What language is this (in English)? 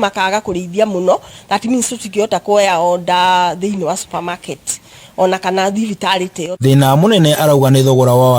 Kikuyu